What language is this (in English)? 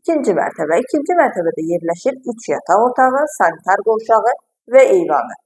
Azerbaijani